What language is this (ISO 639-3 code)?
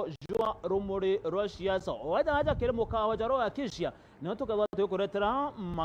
mer